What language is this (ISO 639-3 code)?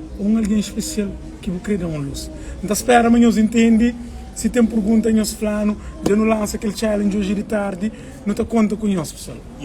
kea